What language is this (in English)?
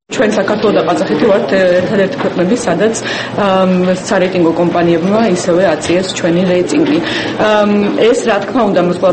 Georgian